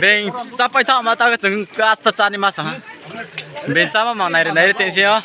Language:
Riang (India)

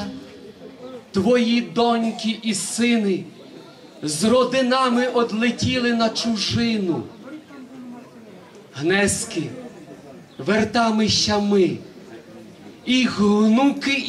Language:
Ukrainian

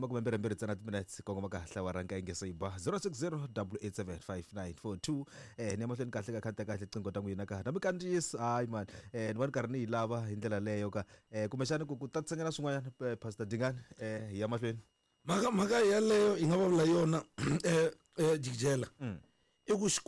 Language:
Tsonga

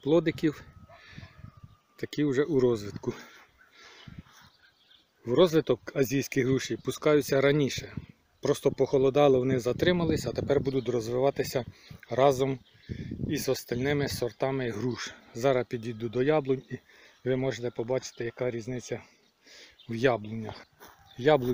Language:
Ukrainian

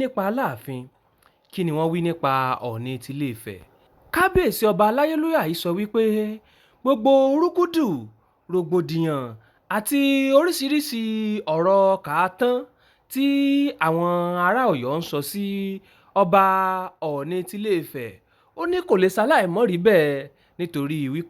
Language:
Yoruba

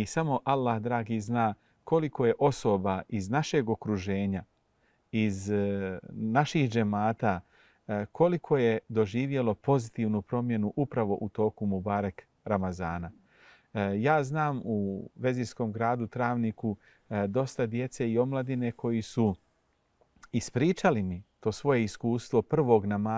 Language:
Bosnian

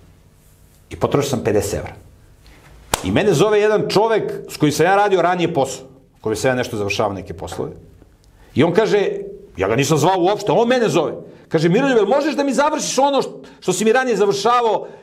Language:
Serbian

